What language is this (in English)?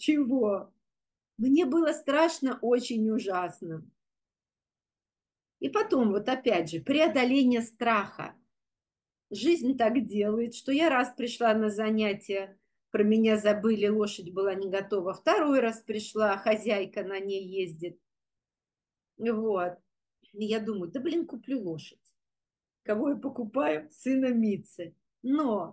Russian